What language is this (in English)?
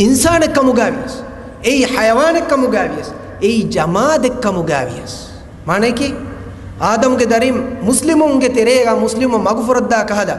Divehi